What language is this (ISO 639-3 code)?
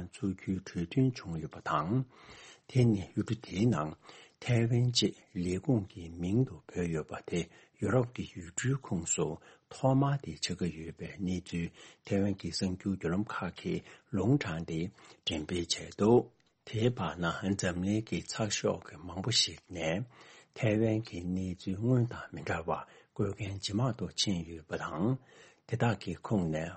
bod